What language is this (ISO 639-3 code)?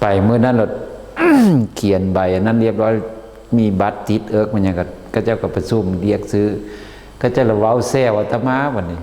lao